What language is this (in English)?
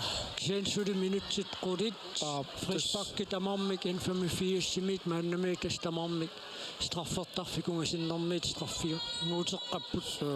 Kalaallisut